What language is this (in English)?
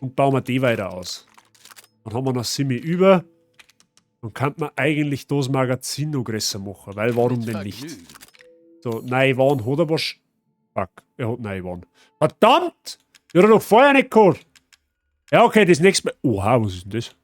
Bavarian